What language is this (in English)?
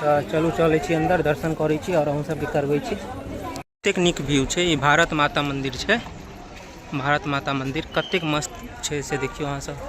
Maithili